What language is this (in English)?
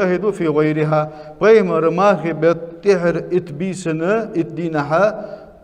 Ingush